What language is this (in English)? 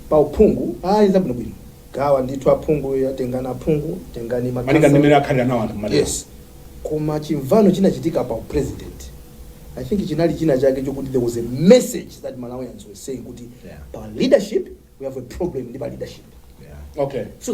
Nyanja